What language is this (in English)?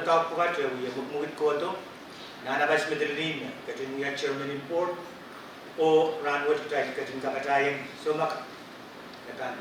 Pohnpeian